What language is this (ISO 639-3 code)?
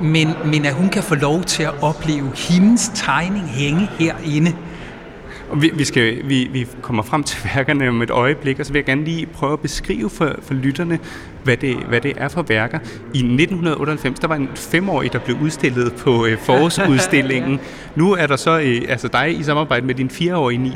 dan